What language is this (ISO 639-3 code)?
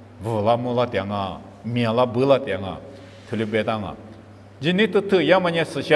lis